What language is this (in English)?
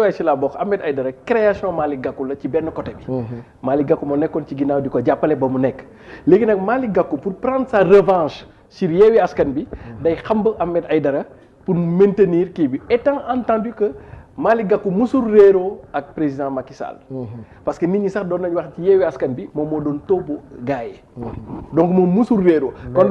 Wolof